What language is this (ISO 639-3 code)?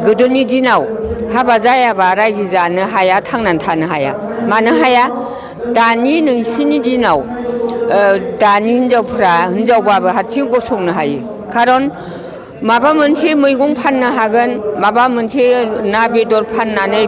brx